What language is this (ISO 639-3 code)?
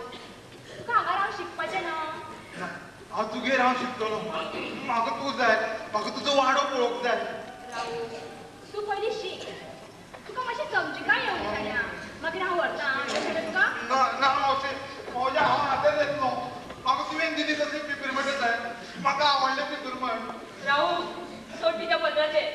kok